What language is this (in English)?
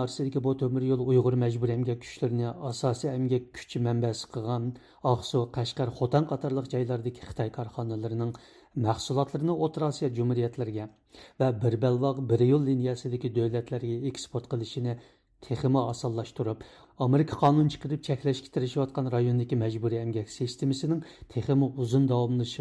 Uyghur